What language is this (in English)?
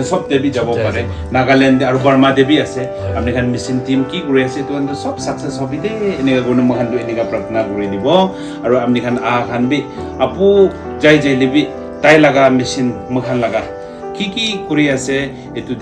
Naga Pidgin